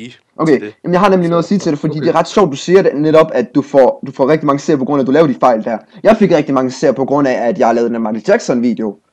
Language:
Danish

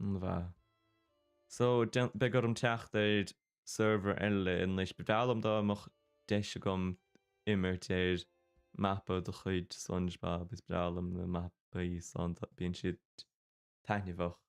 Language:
Irish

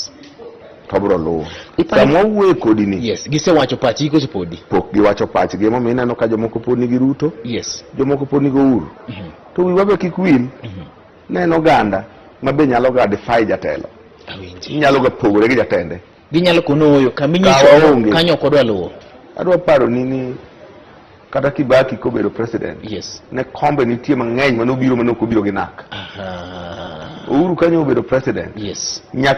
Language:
Luo (Kenya and Tanzania)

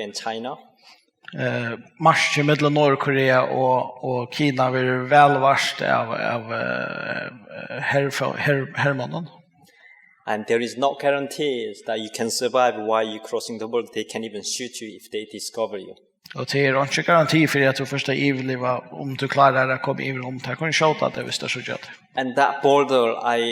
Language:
Faroese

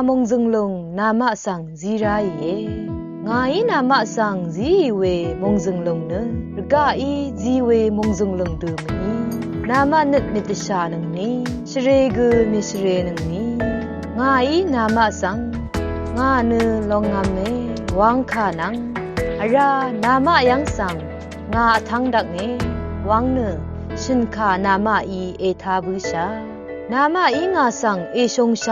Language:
Rawang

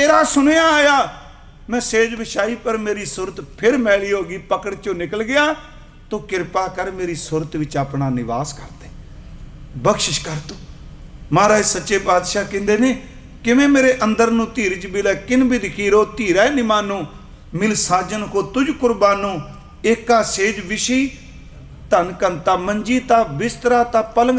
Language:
Punjabi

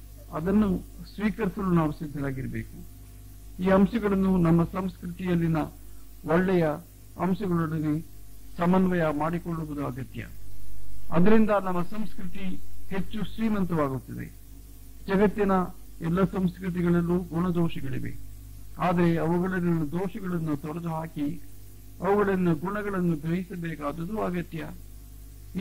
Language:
Kannada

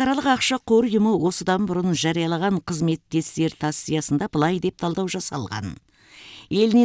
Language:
Kazakh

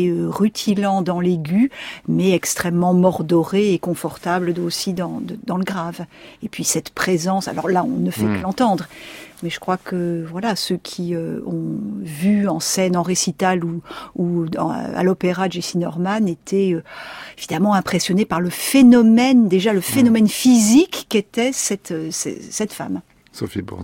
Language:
French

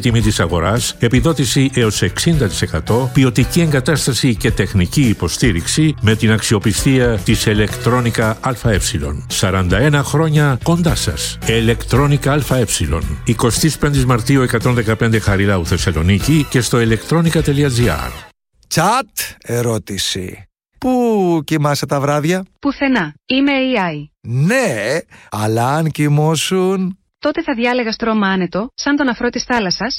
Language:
Greek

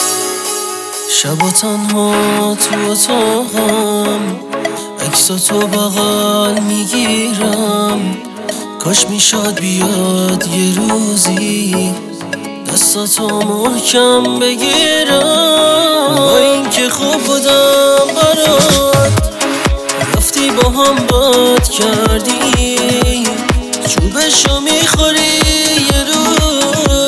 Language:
Persian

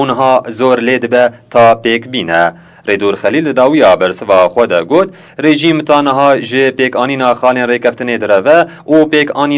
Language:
Kurdish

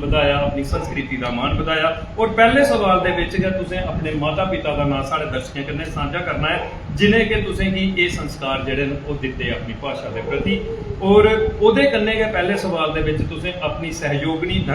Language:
Dogri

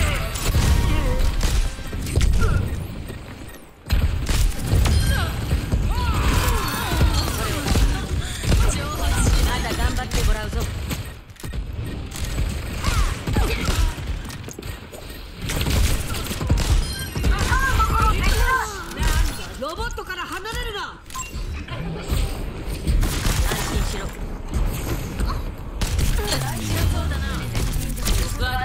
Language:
Japanese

